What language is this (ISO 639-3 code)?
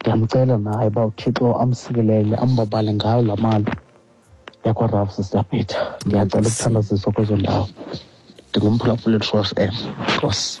xho